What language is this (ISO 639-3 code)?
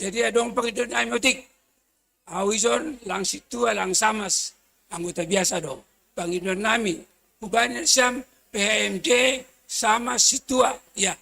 bts